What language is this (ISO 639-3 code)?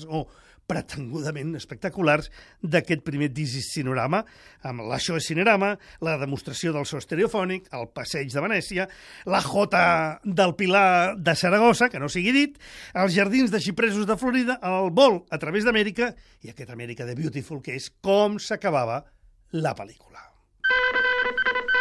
cat